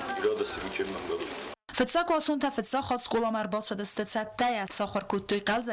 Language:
Ossetic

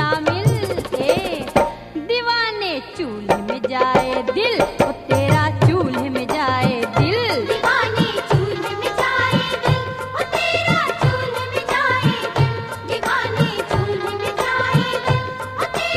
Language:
Hindi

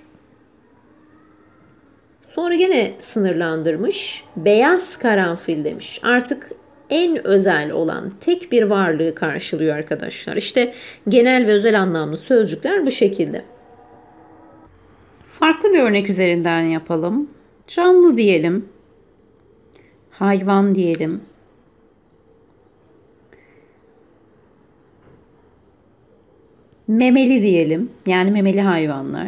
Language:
Turkish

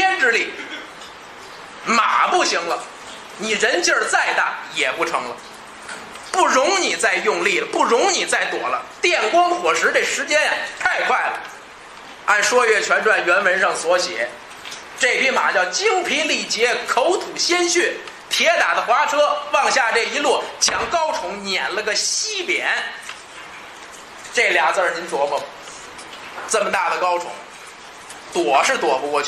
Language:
Chinese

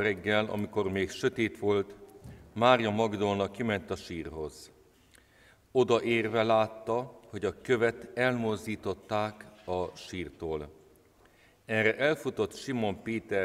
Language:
Hungarian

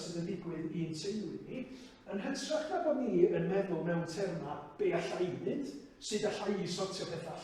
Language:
Welsh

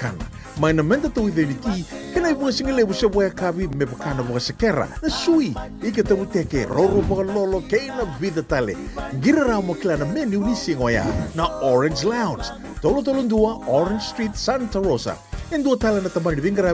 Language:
Fijian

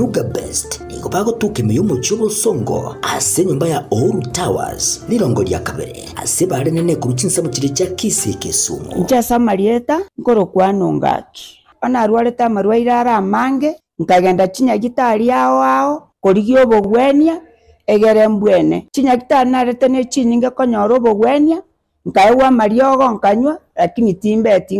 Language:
Gusii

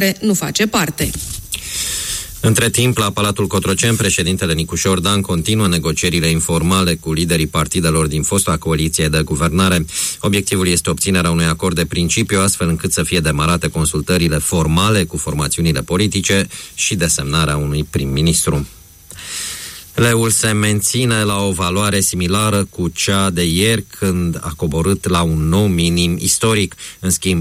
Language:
Romanian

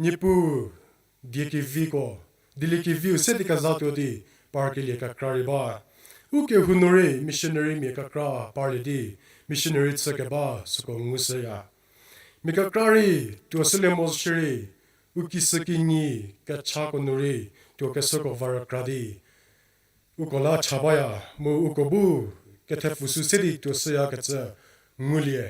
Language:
Angami Naga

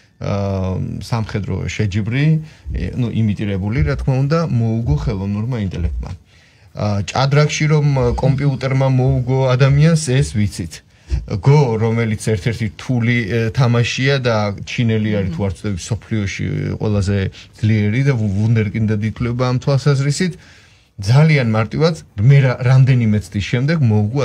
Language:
Georgian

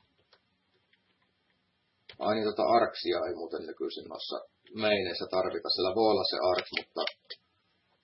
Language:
Finnish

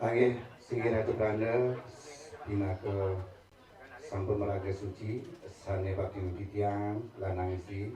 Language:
Balinese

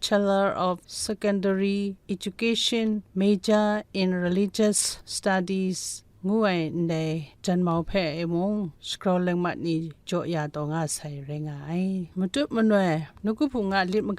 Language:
Kachin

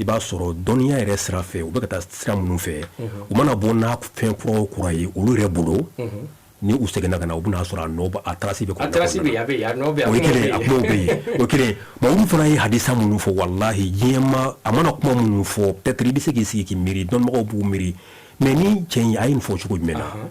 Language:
Bambara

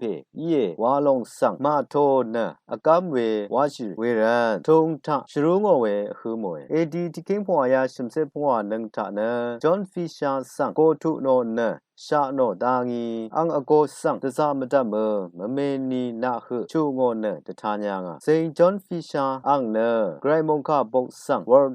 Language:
Rawang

